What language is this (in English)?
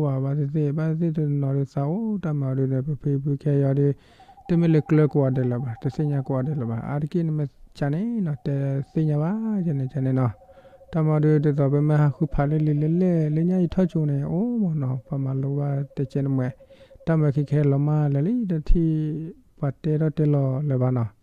S'gaw Karen